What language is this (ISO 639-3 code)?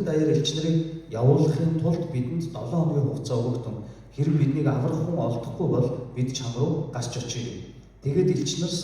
mon